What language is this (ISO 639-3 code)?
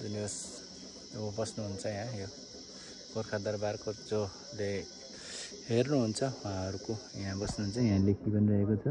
nep